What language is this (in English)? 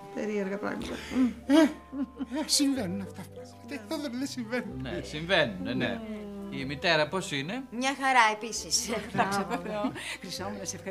Greek